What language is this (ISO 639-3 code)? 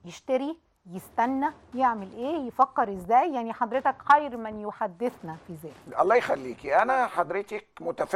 arz